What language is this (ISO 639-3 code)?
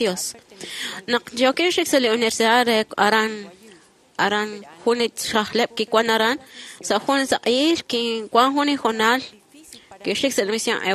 kek